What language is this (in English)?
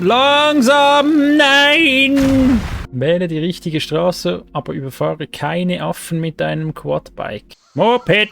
Swiss German